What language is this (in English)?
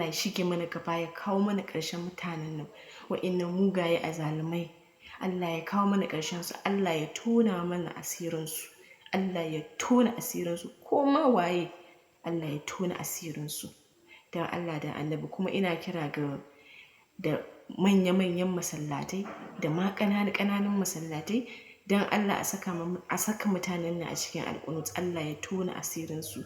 Hausa